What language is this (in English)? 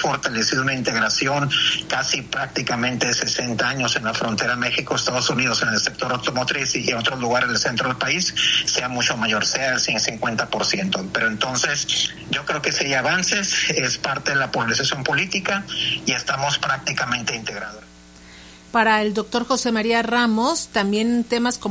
Spanish